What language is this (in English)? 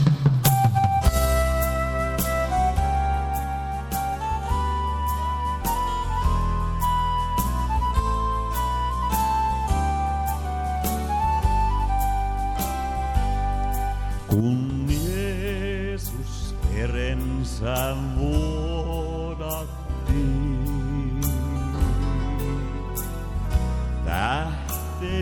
Finnish